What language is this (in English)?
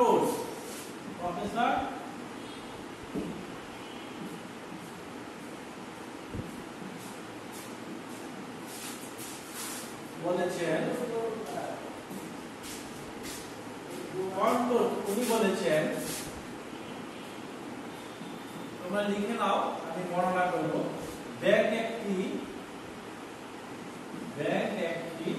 Bangla